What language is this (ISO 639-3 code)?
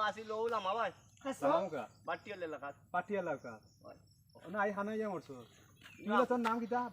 syl